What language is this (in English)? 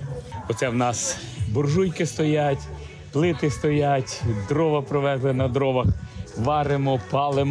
Ukrainian